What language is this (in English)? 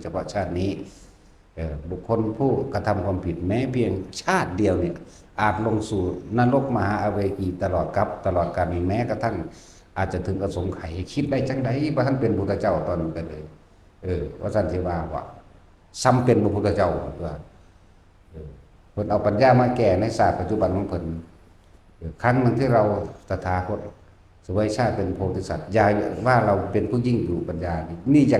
Northeastern Thai